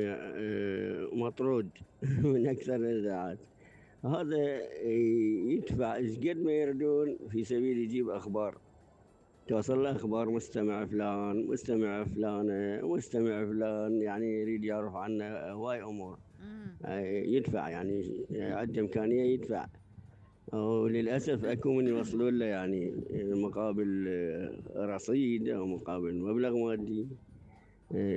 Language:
Mesopotamian Arabic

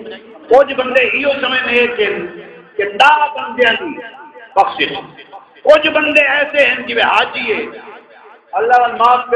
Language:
Saraiki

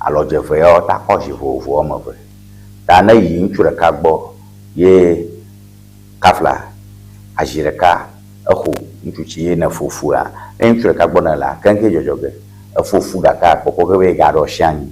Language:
Ewe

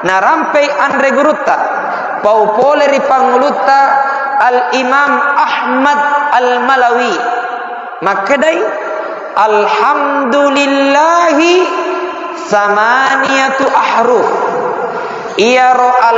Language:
Buginese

